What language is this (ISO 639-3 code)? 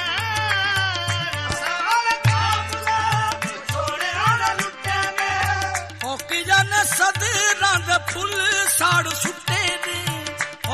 pan